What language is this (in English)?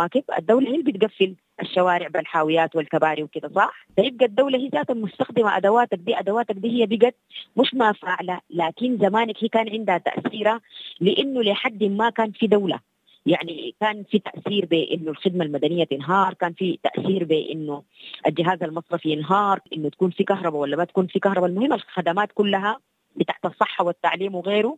Sudanese Arabic